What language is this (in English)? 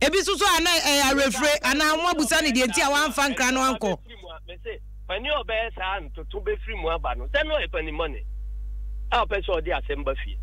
Akan